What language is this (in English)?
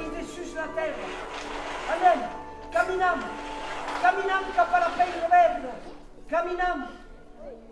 Occitan